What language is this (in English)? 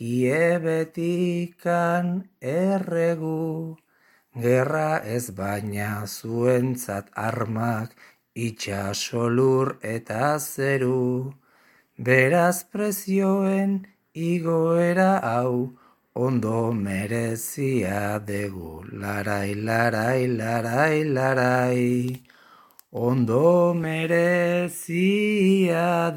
Basque